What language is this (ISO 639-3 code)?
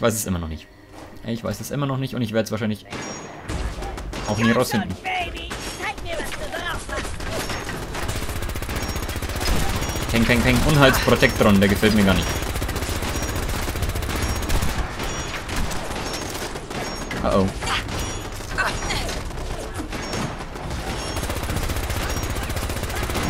deu